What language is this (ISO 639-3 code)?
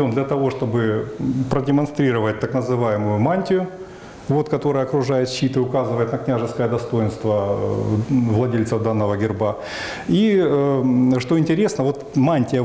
rus